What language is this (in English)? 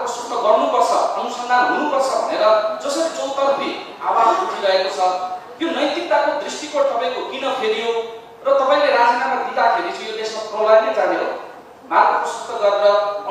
Nepali